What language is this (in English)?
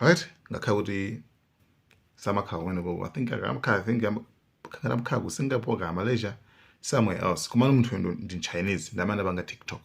Nyanja